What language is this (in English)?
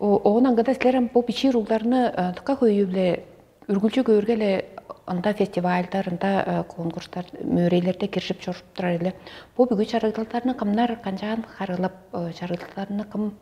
Tuvinian